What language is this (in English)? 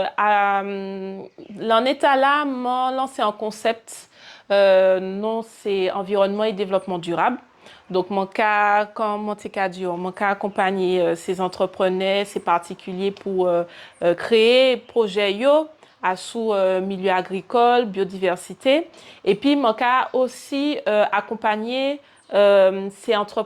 Guadeloupean Creole French